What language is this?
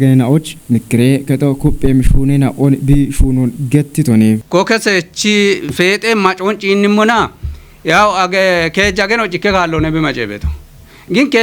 Kafa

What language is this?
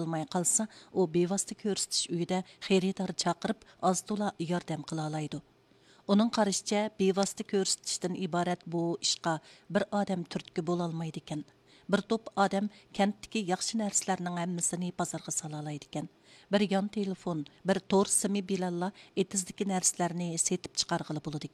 Uyghur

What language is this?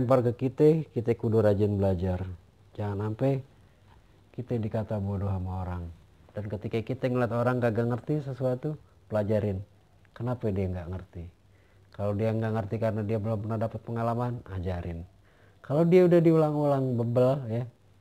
Betawi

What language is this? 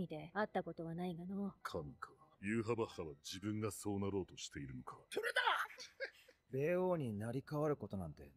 Japanese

